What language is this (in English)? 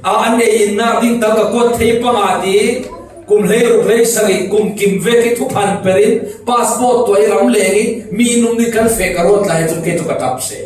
Falam Chin